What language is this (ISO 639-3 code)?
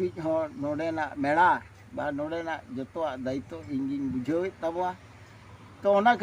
sat